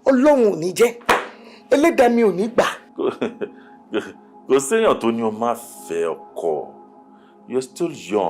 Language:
Yoruba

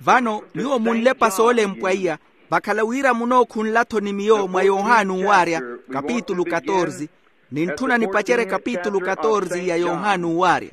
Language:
Makhuwa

